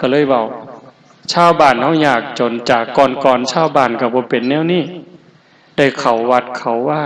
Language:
Lao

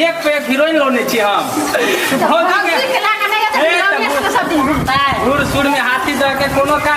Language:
Maithili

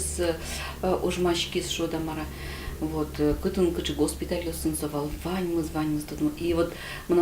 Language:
Udmurt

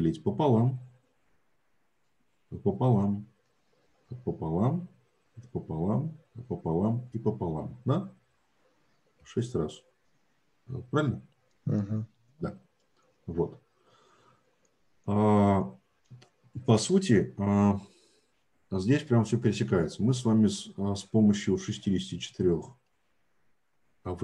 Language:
Russian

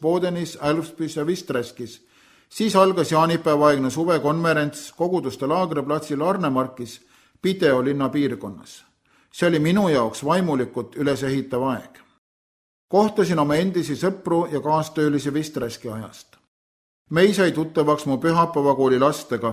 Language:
Estonian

